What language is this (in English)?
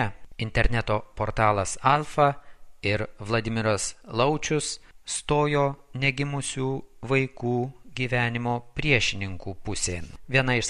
Lithuanian